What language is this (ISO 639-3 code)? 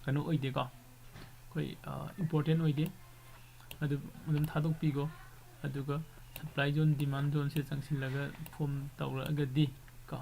mni